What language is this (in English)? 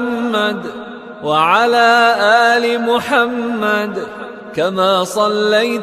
Arabic